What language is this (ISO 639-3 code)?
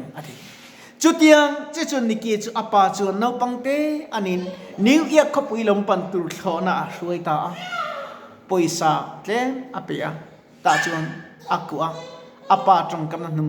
lus